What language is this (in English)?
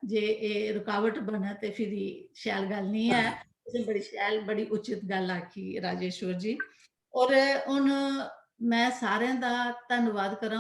Dogri